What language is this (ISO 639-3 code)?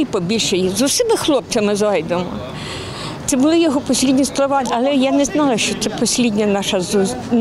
ukr